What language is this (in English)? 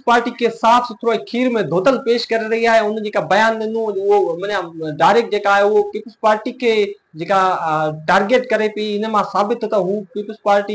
Sindhi